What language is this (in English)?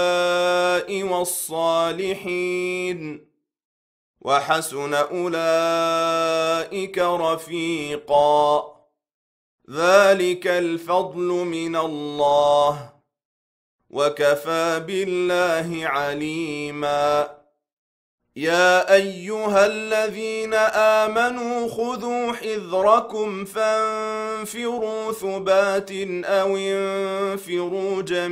Arabic